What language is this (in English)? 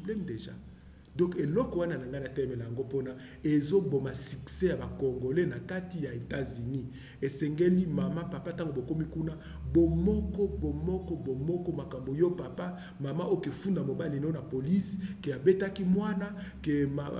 Lingala